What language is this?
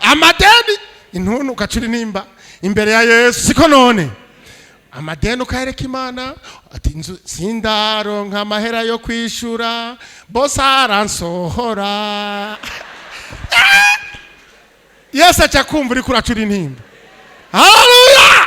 Rundi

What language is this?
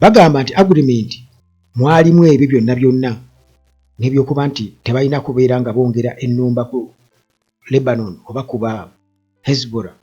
Ganda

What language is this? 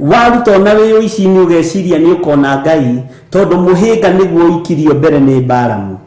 Kikuyu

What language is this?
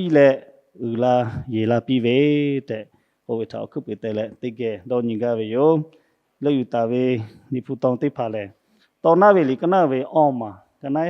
Lahu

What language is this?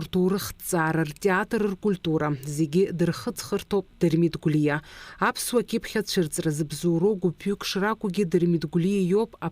Abkhazian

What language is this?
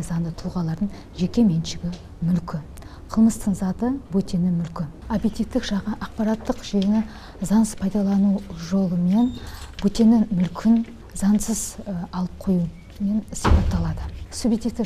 Kazakh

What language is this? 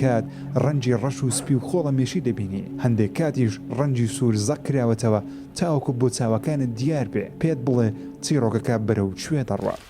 Central Kurdish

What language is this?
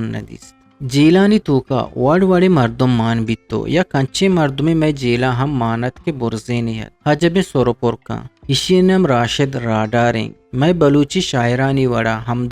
Eastern Balochi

